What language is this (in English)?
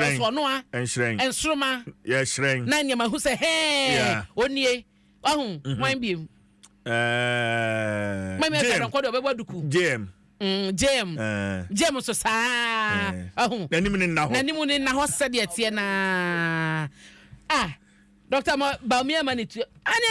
Akan